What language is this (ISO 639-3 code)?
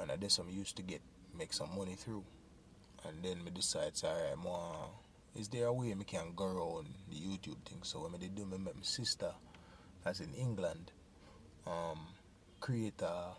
jam